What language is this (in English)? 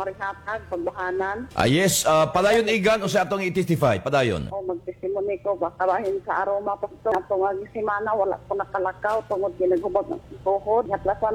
Cebuano